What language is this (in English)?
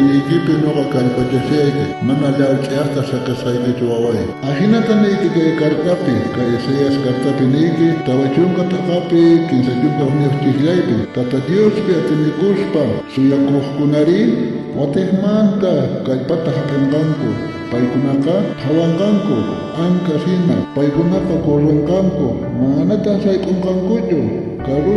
South Bolivian Quechua